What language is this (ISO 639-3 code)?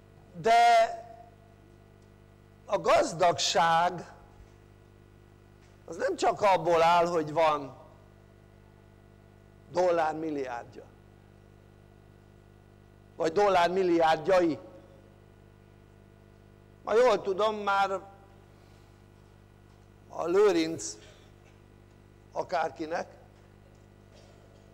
hun